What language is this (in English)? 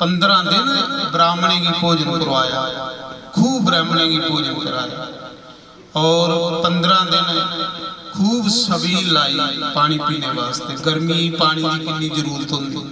Dogri